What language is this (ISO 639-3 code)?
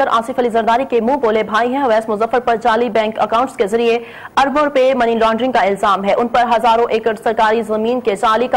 urd